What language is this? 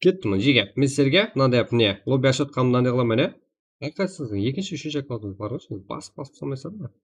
Kara-Kalpak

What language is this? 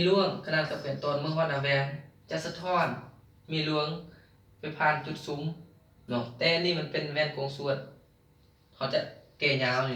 Lao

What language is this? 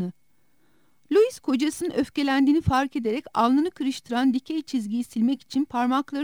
Turkish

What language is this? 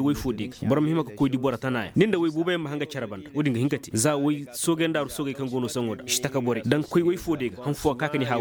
Koyraboro Senni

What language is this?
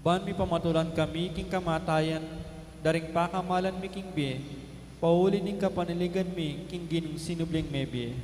Pampanga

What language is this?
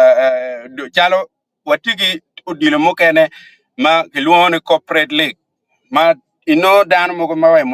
Acoli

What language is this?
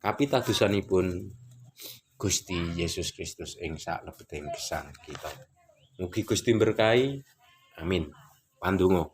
Javanese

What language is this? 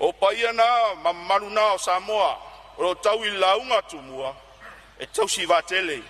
Samoan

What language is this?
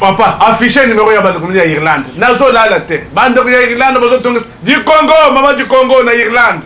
Lingala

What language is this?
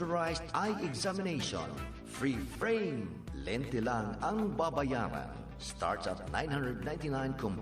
Bikol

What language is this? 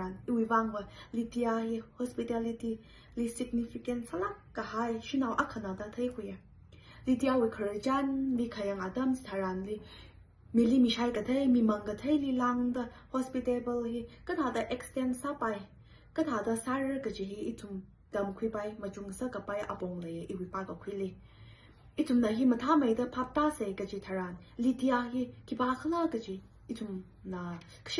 Tangkhul Naga (India)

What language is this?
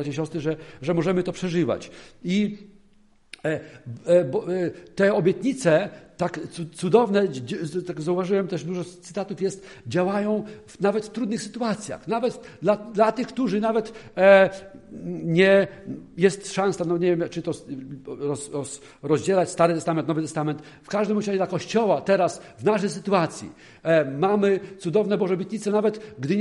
Polish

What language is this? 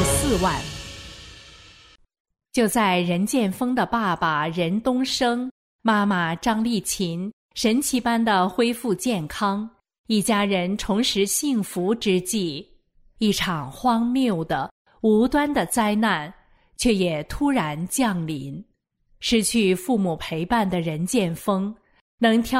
Chinese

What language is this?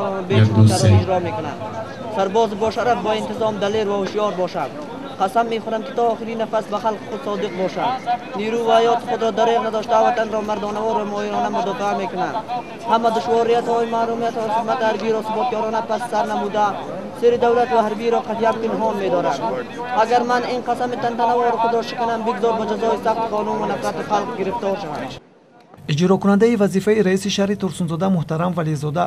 Tajik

